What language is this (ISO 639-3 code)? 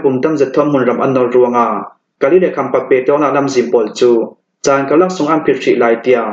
cfm